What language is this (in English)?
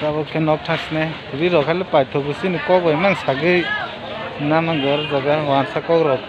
Kok Borok